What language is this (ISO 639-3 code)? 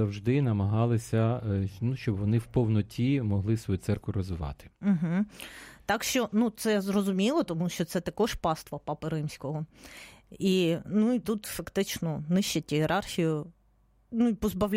ukr